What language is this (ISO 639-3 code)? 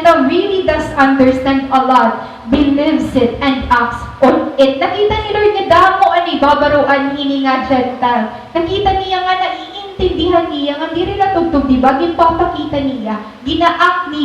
war